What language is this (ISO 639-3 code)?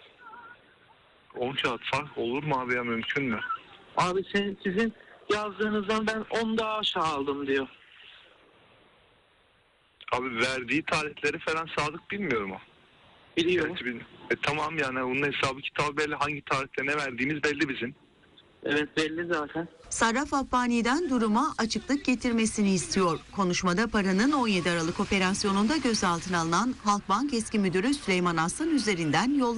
tur